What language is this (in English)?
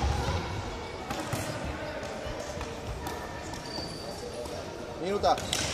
Slovak